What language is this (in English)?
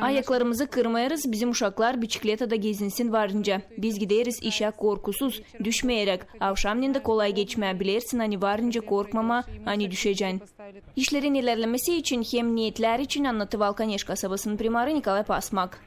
Gagauz